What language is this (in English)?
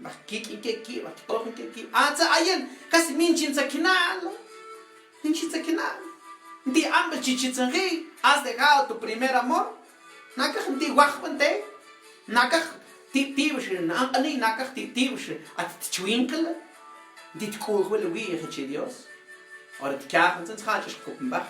Mam